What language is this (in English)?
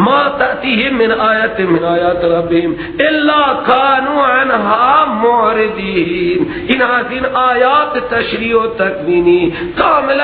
Persian